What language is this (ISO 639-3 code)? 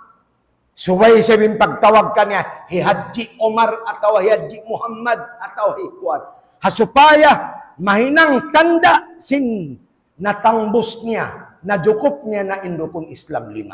tsg